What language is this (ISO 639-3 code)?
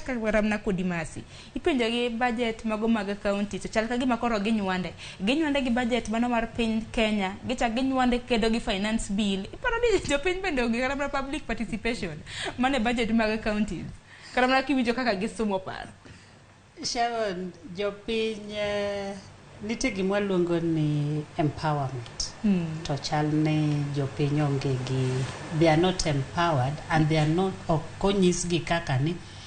luo